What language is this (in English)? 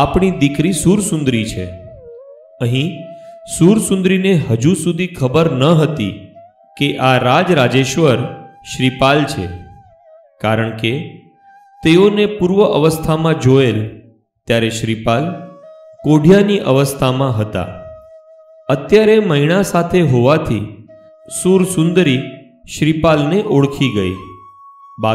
Gujarati